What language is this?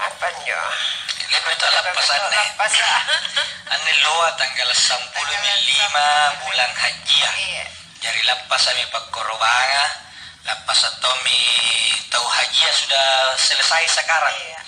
Makasar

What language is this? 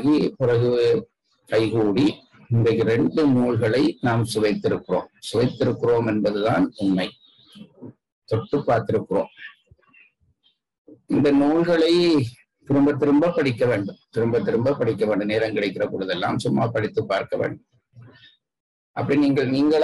Tamil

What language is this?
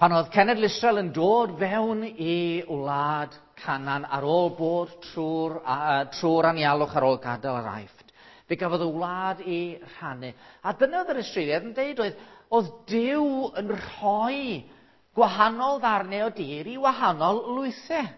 Welsh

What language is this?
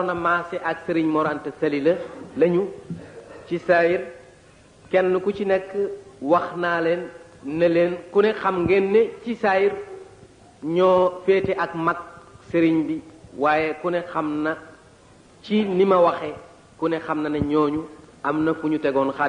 Wolof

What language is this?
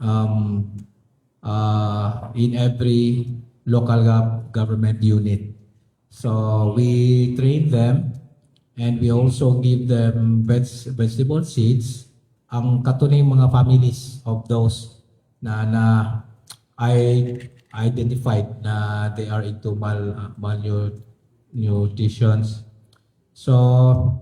Cebuano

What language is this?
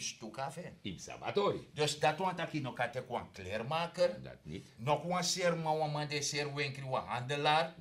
Sranan Tongo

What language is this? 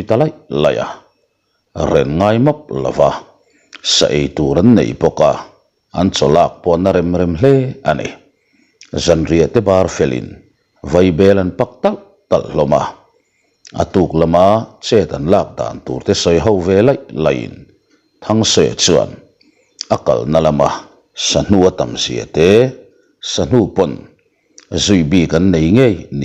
Mizo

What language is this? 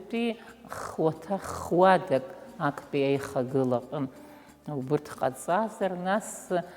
Abkhazian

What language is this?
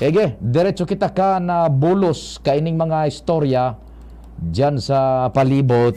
Bikol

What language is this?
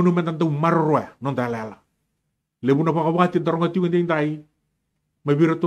Fijian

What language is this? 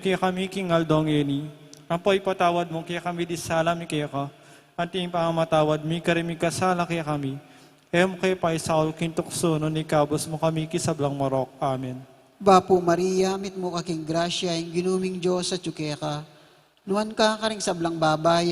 Pampanga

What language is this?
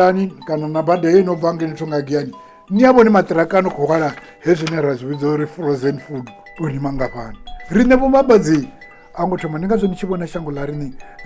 Venda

